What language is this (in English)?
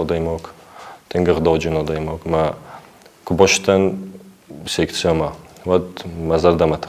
Ossetic